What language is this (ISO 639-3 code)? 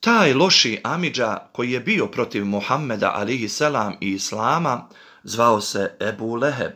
bos